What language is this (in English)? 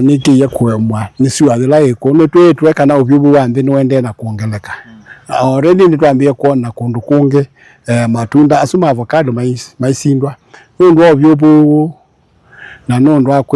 Kamba